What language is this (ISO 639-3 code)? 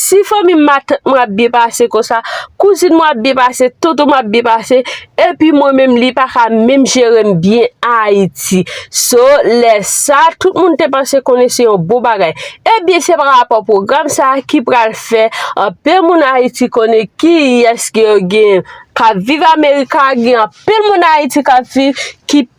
hat